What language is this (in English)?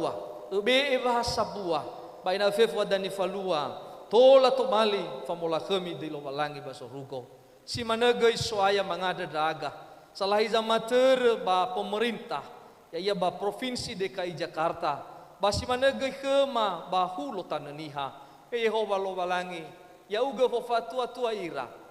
Nias